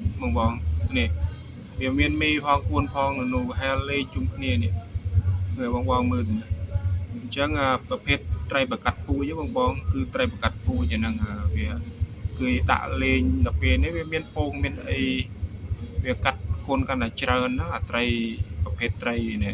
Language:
Khmer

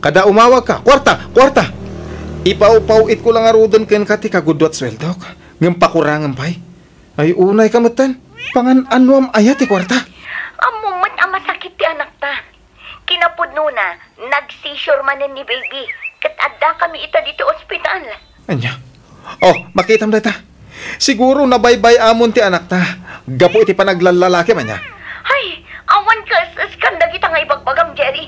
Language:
Iloko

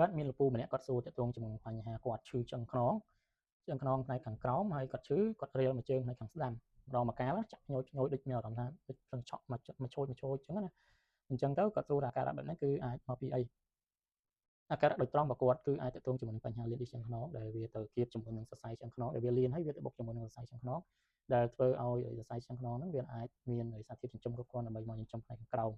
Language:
Khmer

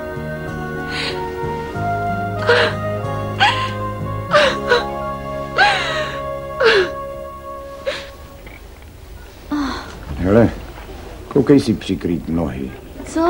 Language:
Czech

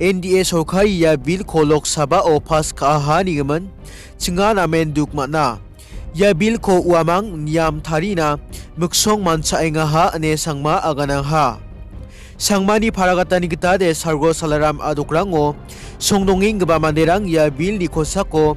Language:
Garo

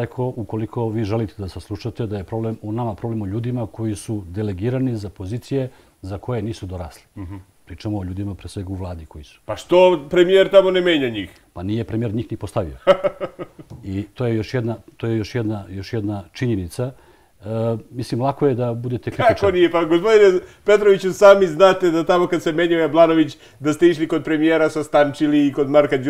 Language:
Serbian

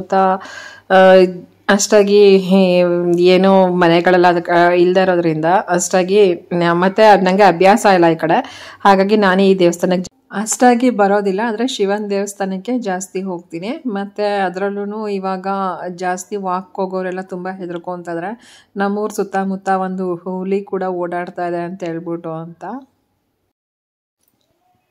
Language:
Kannada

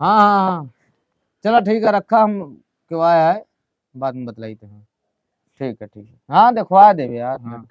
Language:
Awadhi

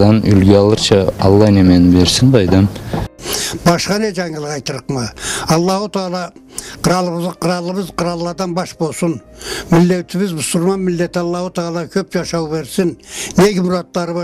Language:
Karachay-Balkar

